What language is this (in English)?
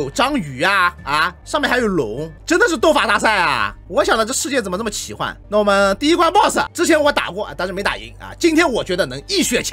Chinese